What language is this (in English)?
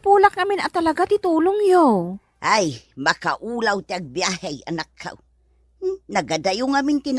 Iloko